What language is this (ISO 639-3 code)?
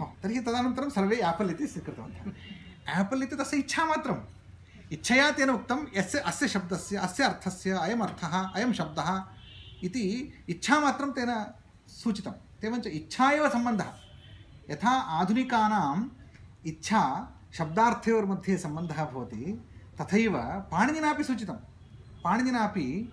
san